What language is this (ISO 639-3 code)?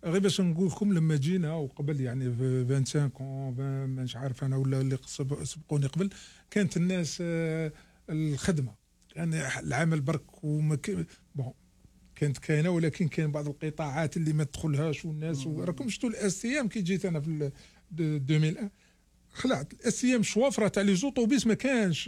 arq